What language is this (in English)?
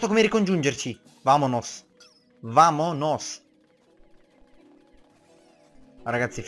Italian